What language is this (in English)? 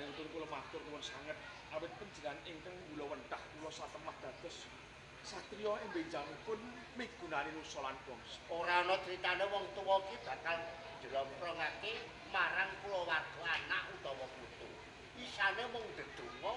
Javanese